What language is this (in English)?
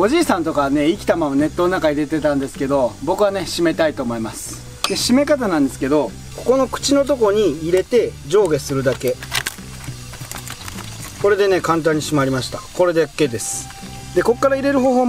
Japanese